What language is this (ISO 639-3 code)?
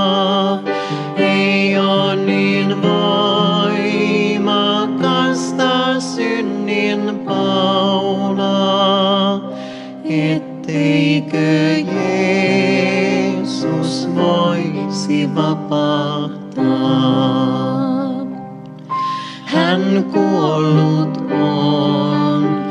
fin